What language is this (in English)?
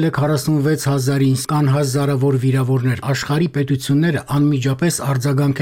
Armenian